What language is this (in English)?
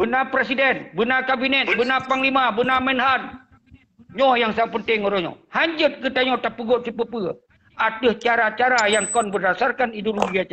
Achinese